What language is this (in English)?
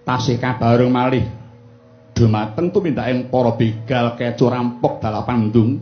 Javanese